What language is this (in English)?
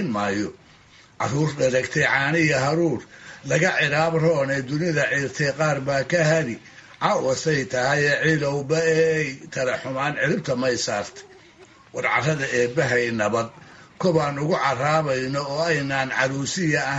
Somali